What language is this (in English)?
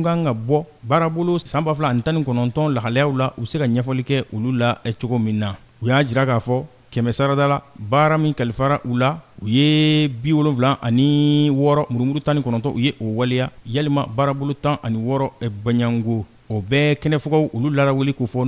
Bambara